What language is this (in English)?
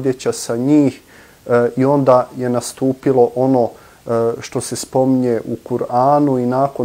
Bosnian